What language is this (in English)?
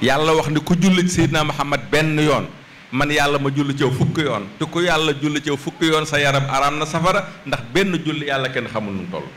Wolof